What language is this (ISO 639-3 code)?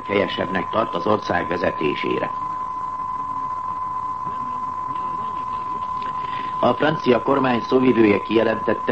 hun